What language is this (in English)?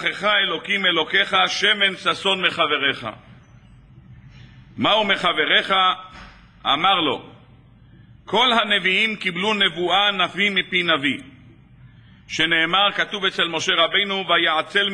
Hebrew